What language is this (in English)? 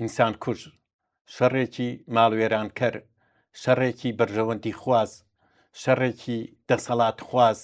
Central Kurdish